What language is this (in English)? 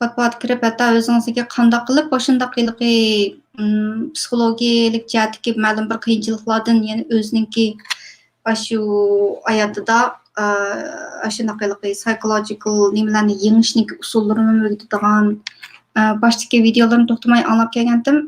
Uyghur